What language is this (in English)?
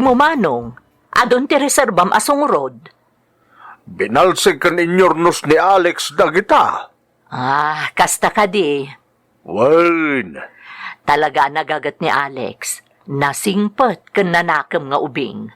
Iloko